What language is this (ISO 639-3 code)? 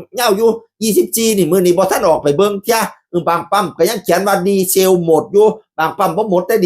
tts